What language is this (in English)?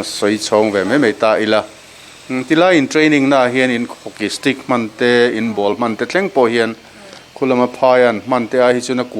Mizo